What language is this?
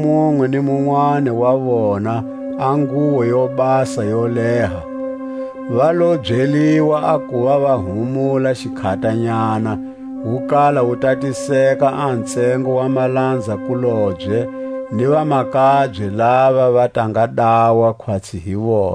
Tswa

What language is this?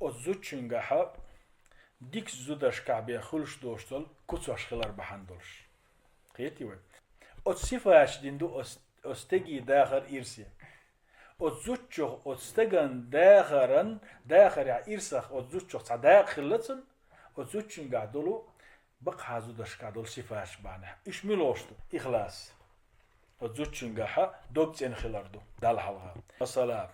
Chechen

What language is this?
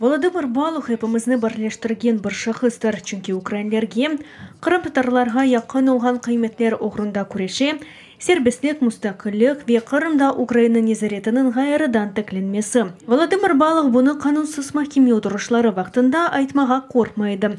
Crimean Tatar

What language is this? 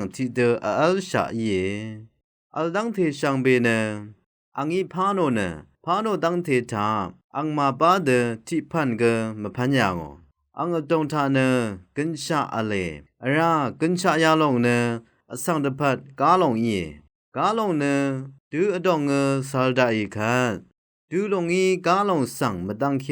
Rawang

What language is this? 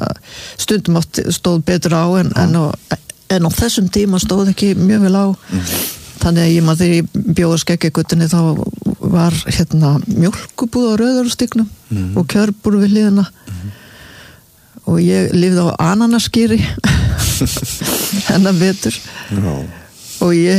Icelandic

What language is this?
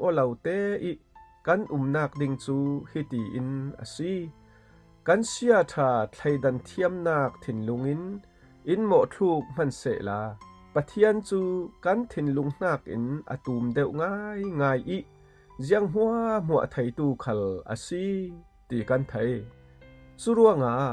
Falam Chin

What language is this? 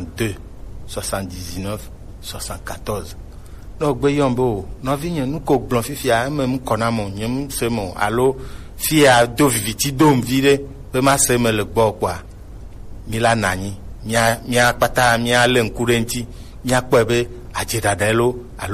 Gen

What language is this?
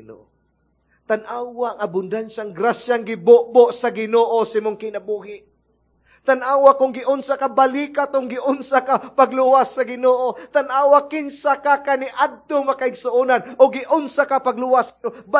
Cebuano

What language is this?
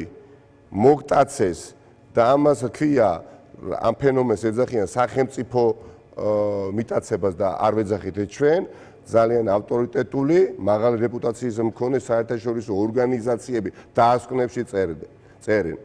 Georgian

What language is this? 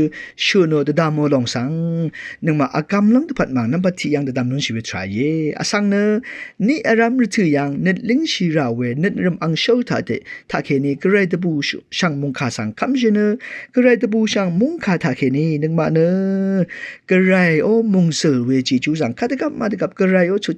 Rawang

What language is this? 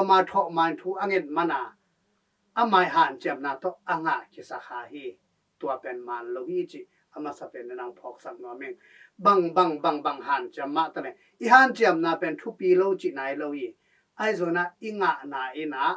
Tedim Chin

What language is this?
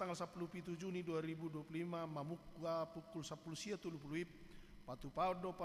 Batak Toba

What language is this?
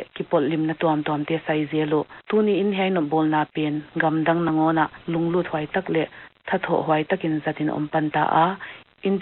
Paite Chin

